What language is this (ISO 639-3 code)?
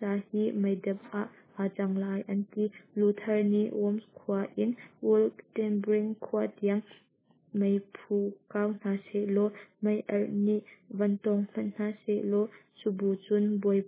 cnh